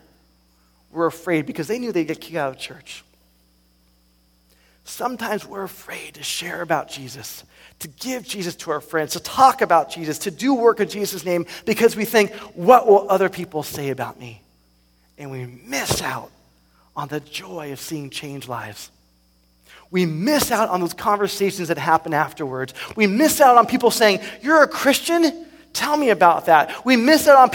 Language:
English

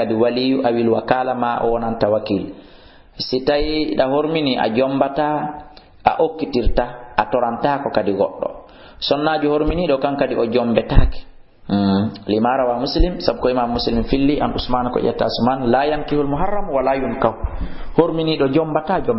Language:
Fula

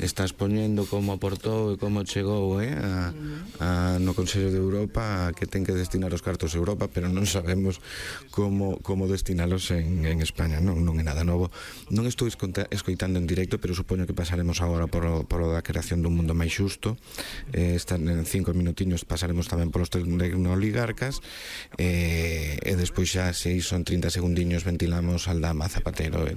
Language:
Galician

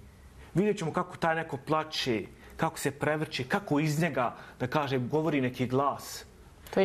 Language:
Bosnian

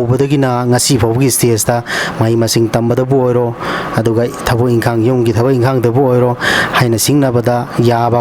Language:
Manipuri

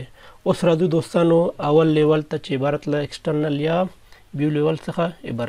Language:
Pashto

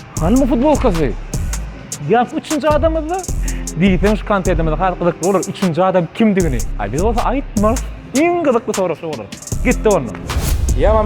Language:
Turkmen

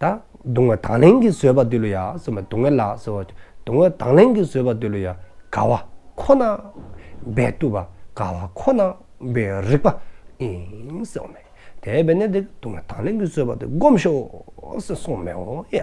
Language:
Dzongkha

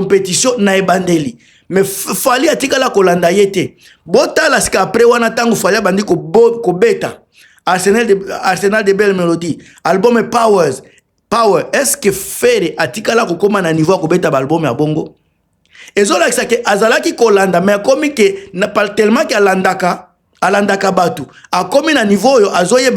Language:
Lingala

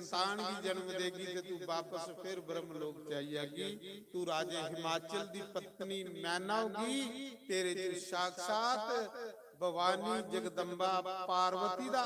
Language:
Dogri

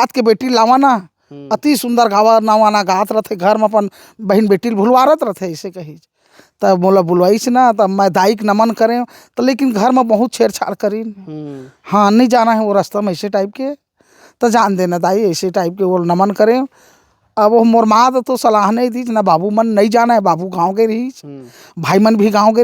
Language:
Chhattisgarhi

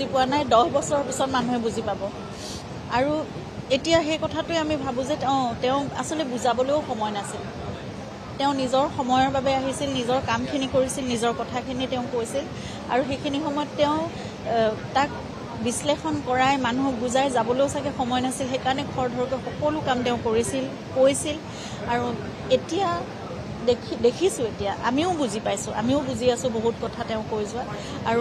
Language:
Assamese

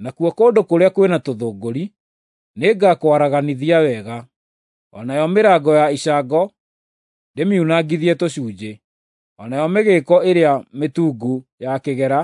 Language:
Kikuyu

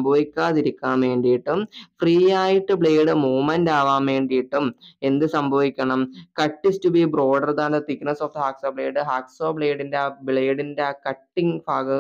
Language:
Malayalam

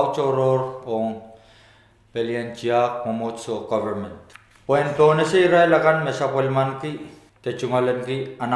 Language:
Pohnpeian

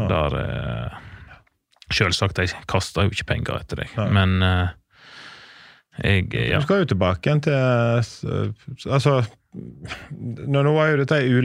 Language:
Norwegian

